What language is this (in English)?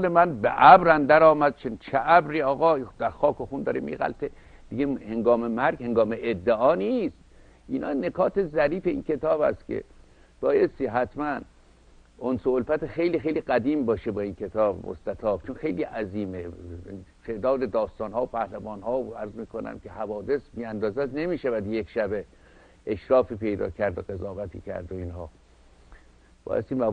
Persian